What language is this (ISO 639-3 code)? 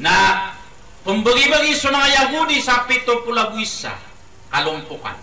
mrw